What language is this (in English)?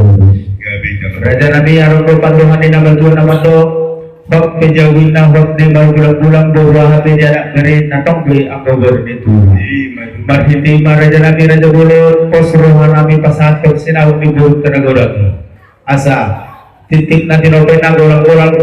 Batak Toba